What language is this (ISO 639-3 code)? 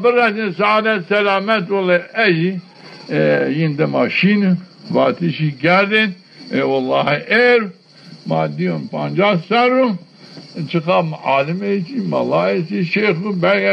zza